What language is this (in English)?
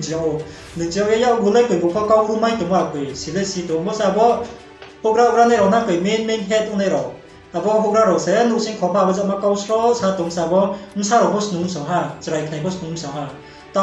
Riang (India)